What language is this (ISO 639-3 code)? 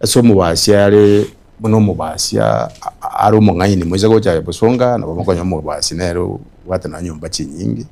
guz